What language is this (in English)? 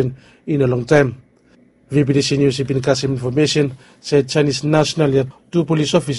Bislama